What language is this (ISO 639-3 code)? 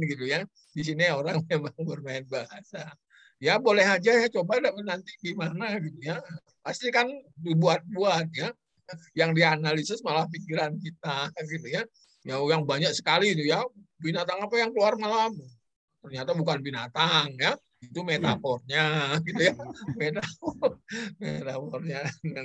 ind